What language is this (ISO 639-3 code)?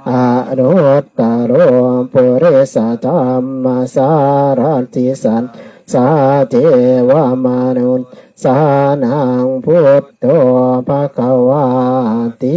pli